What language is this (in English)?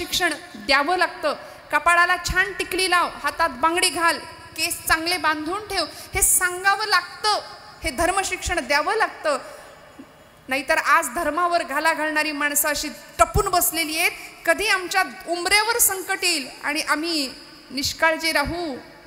Marathi